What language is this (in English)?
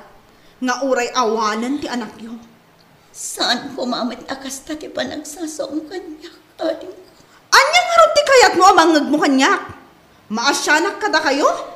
Iloko